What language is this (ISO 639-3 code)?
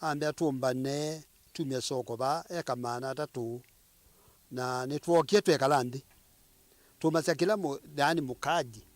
kam